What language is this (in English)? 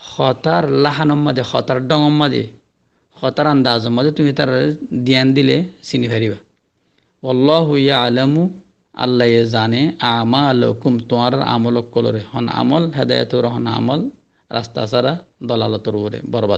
Rohingya